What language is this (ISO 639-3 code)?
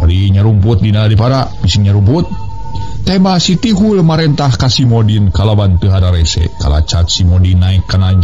sun